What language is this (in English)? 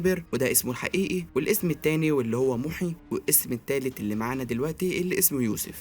Egyptian Arabic